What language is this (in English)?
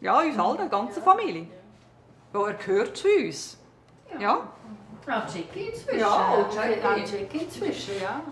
Swiss German